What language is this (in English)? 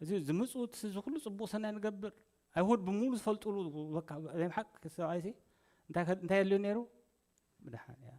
Tigrinya